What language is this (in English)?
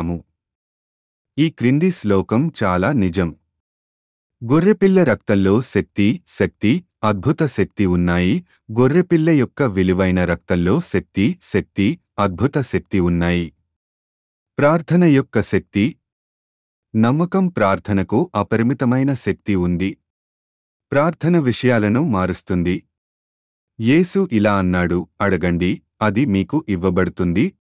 Telugu